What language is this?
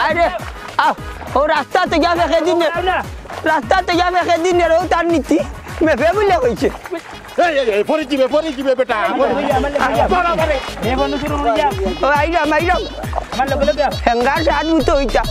Sylheti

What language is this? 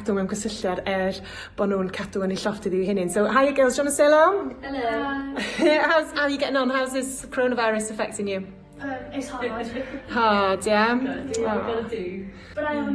Welsh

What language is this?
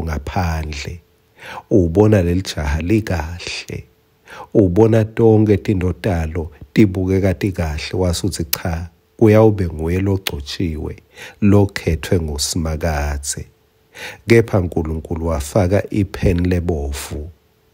Swati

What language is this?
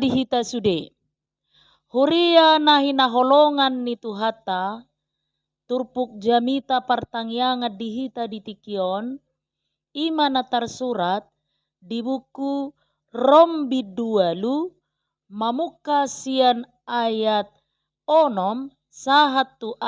Batak Toba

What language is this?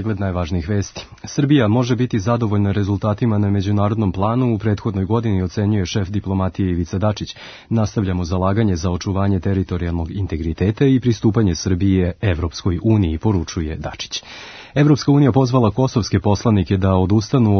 Serbian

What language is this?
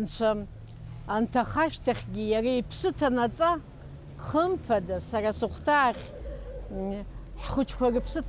Abkhazian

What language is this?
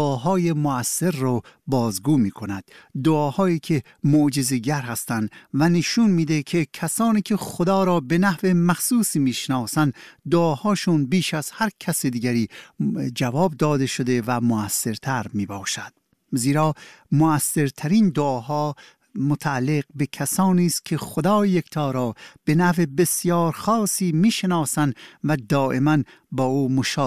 Persian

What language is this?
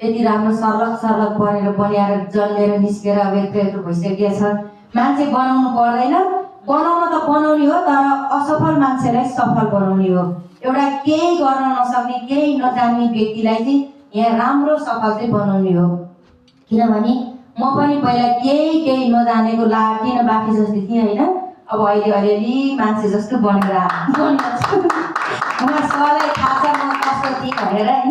Nepali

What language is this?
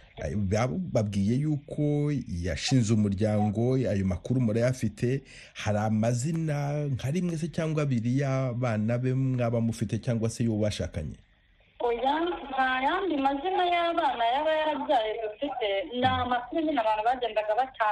Kinyarwanda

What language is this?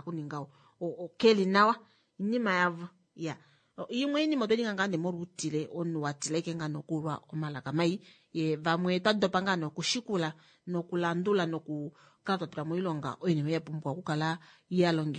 Kuanyama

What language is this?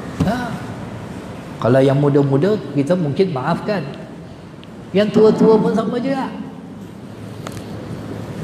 Malay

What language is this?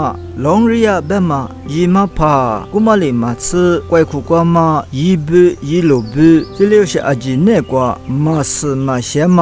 Lisu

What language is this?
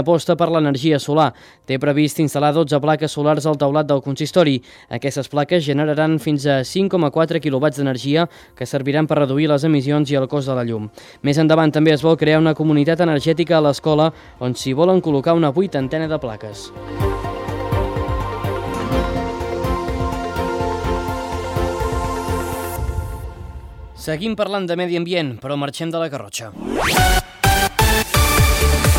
Catalan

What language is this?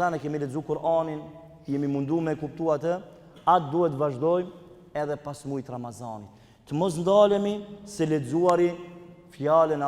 Albanian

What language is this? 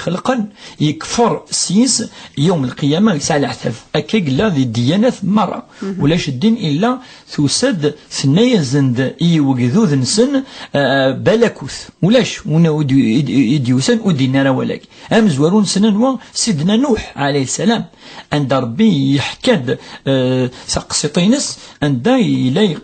Kabyle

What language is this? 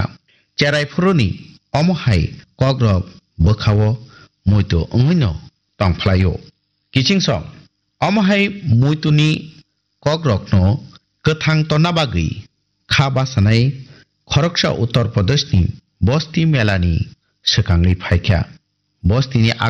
Kok Borok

